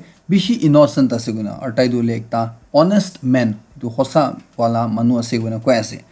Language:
Naga Pidgin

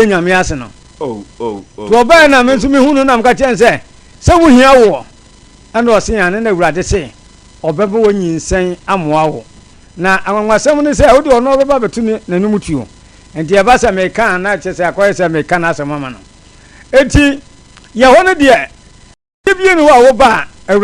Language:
Akan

